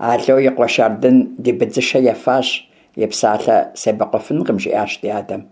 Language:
Kabardian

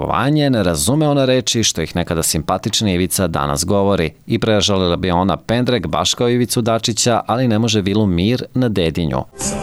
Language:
Serbian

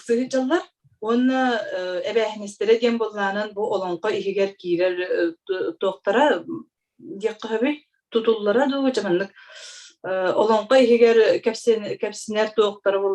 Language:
Yakut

